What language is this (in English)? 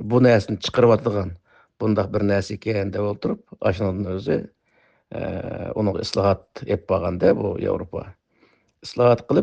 Uyghur